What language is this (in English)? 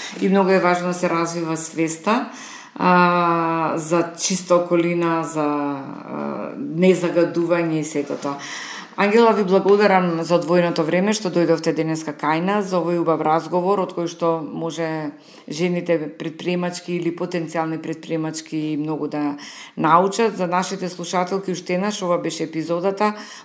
Macedonian